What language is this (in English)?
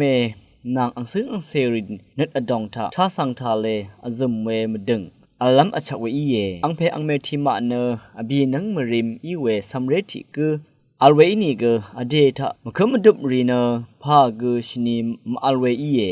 Rawang